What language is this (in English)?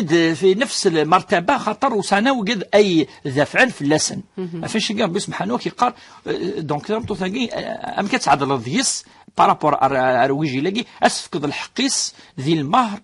Kabyle